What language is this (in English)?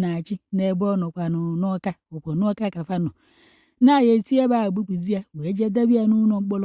Igbo